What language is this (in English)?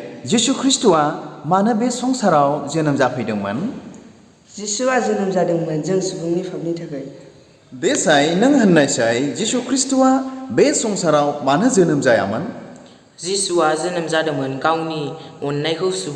Bodo